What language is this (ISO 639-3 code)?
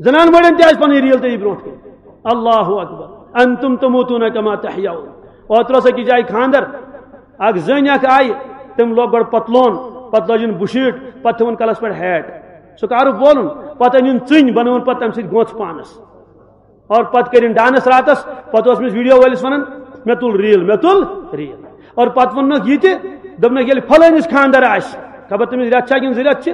kas